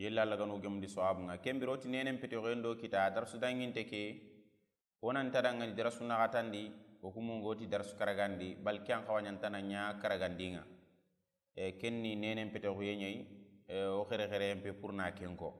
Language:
Soninke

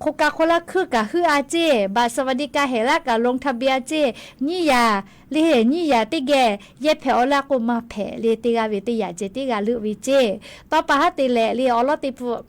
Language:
Lahu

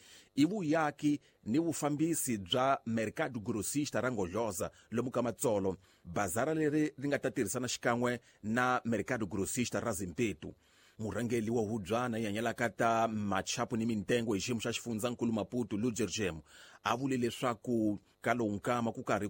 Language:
Tsonga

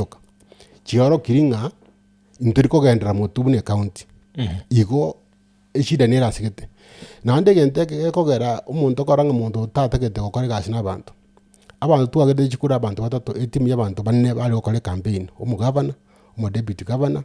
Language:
Gusii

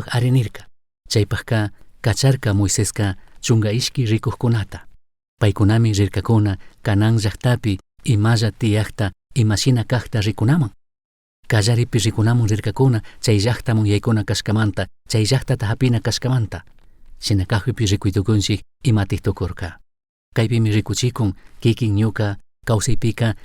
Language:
Chimborazo Highland Quichua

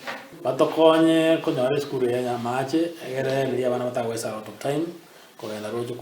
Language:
Gusii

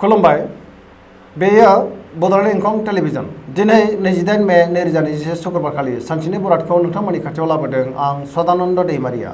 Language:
Bodo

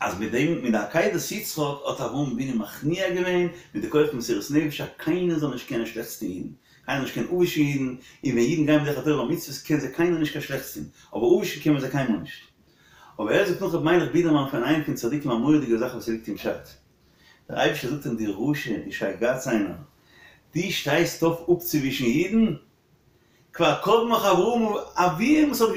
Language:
Yiddish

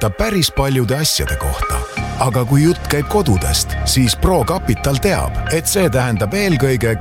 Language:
Estonian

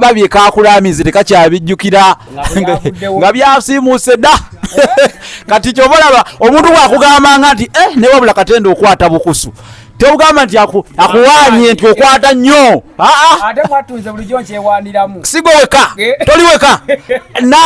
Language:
Ganda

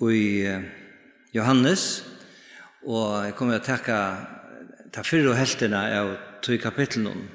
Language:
Faroese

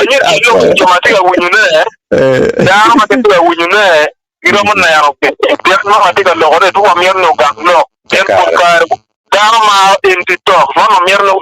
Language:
Acoli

